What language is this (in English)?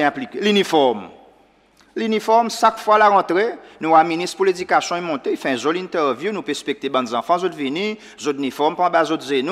Seselwa Creole French